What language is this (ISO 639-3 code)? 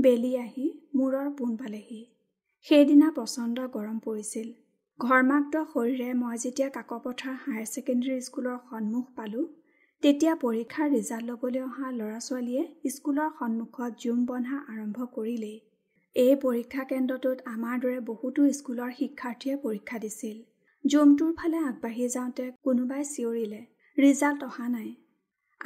asm